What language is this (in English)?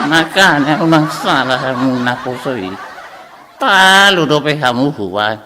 Batak Toba